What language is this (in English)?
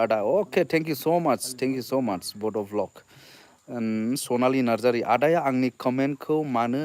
Bodo